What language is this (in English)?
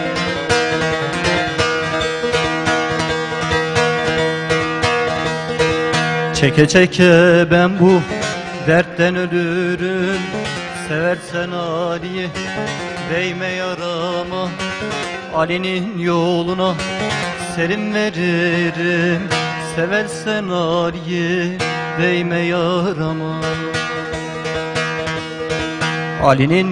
Turkish